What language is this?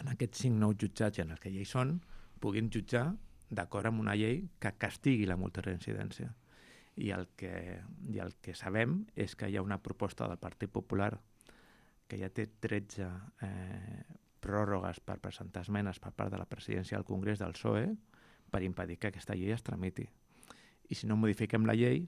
Catalan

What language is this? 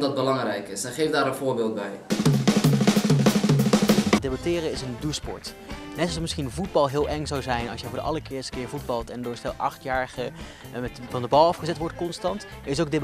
Dutch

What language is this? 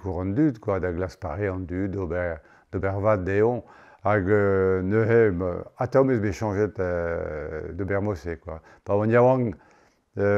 Breton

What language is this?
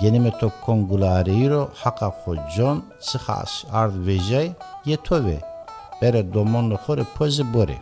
Zaza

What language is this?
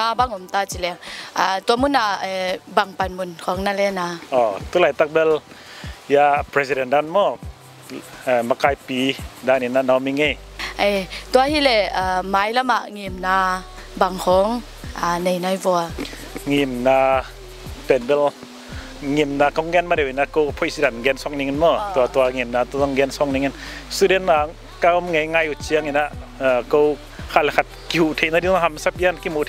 Tedim Chin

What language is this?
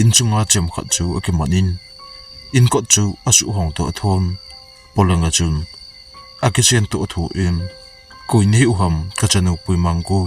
Thado Chin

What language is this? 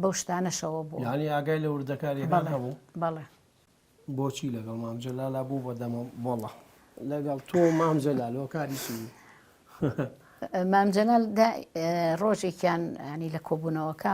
Central Kurdish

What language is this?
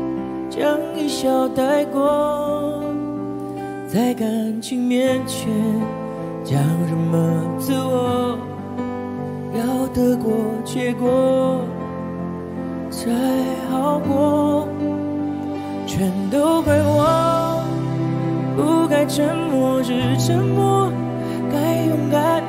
Chinese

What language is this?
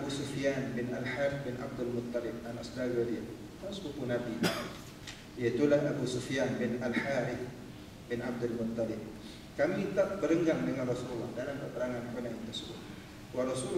Malay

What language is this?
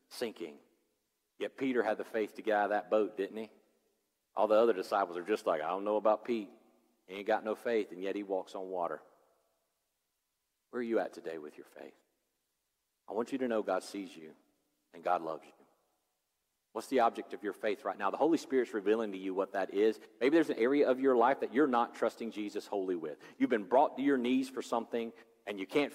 English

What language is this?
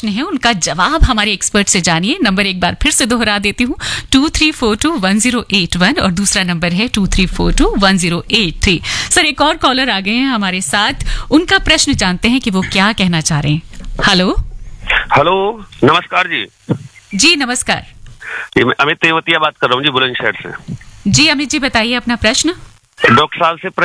Hindi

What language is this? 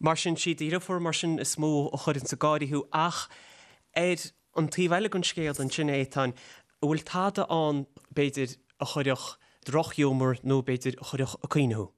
Irish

